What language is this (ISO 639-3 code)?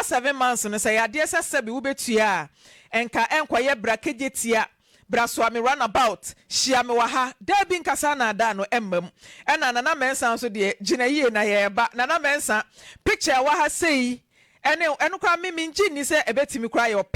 aka